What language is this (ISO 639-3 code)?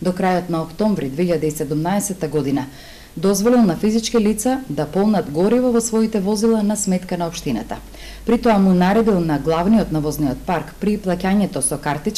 mkd